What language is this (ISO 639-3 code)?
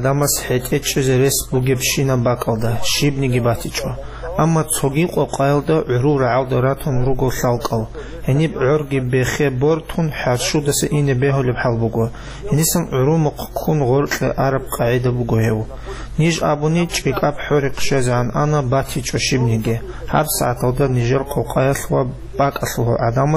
ava